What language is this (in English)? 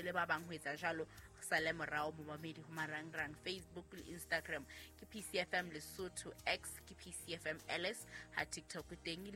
Southern Sotho